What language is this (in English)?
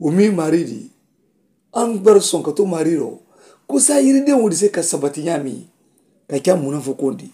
Mandingo